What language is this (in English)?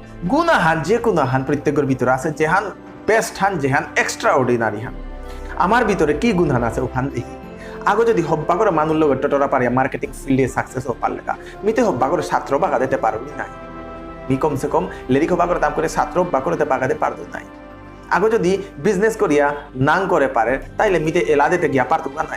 Bishnupriya